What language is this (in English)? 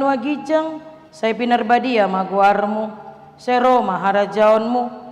Batak Toba